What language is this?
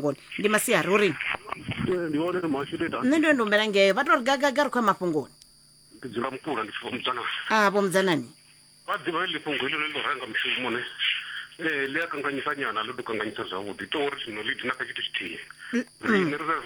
Venda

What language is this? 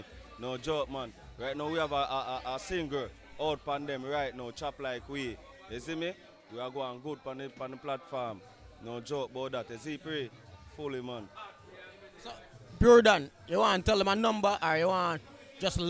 Jamaican Creole English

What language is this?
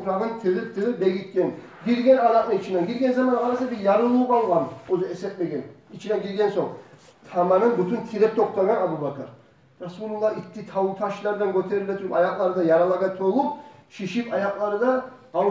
Kumyk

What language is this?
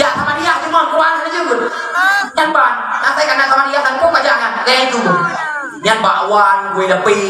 Achinese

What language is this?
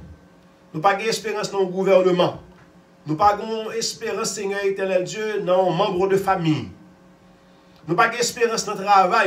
French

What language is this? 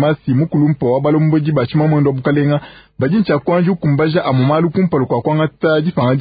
Luba-Lulua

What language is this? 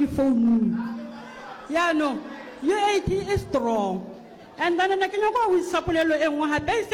Northern Sotho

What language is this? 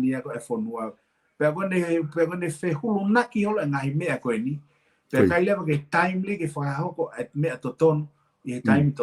Tongan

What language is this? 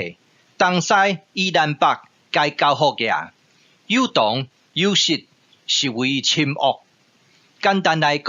Min Nan Chinese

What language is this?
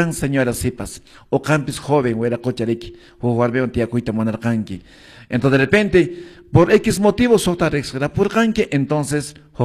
Quechua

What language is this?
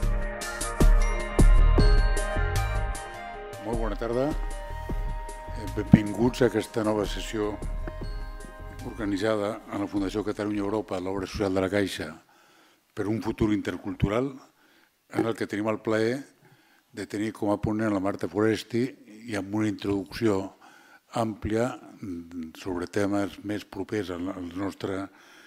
Catalan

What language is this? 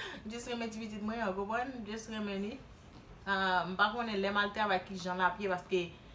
Haitian Creole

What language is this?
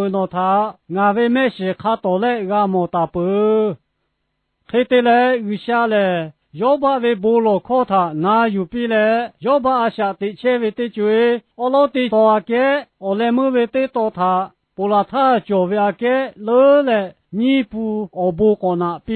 Lahu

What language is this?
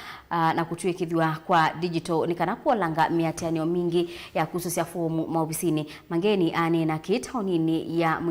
Kamba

